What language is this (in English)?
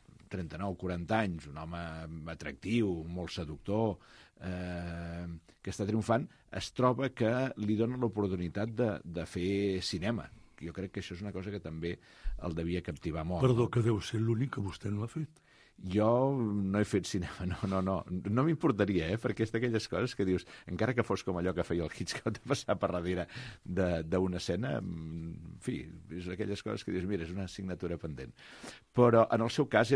Catalan